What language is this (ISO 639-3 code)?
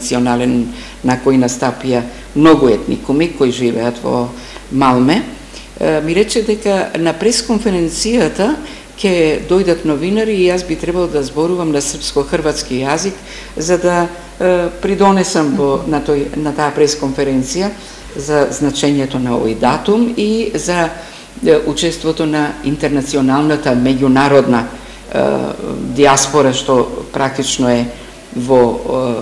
mkd